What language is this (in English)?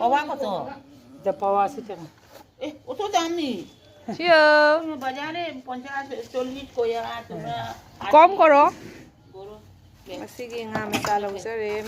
Manipuri